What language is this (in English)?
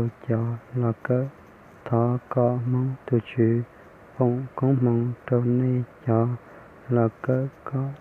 Hmong